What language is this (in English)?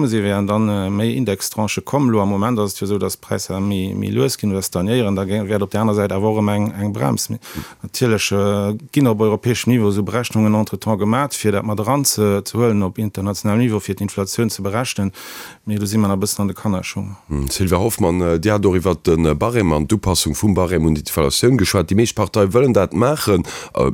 Luxembourgish